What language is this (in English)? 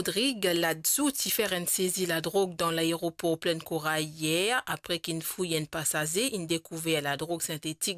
Morisyen